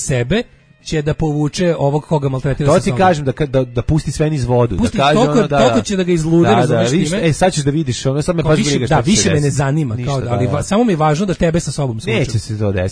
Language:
Serbian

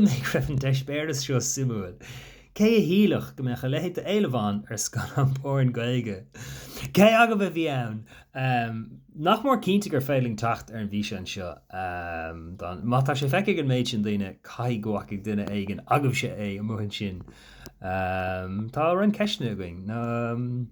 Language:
Irish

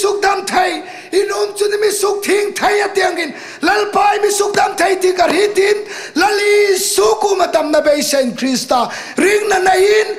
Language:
Hmar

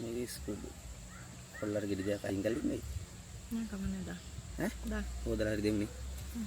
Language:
Sinhala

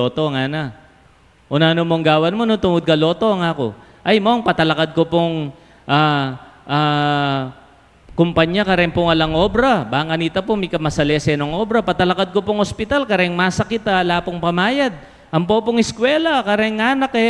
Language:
Pampanga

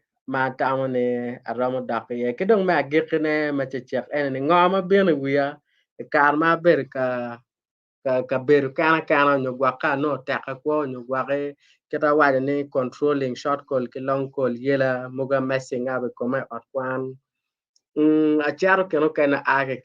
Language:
Acoli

